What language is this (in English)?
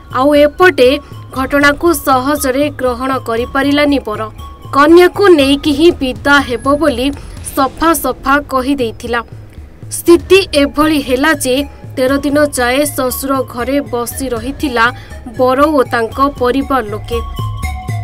Odia